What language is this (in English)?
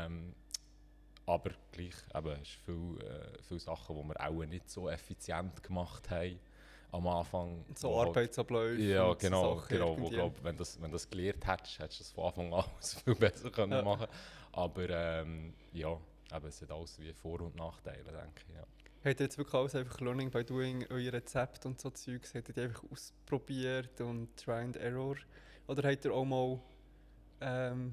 Swiss German